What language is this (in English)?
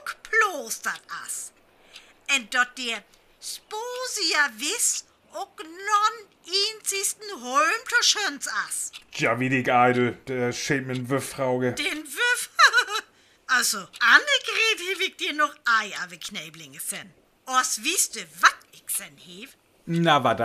Northern Frisian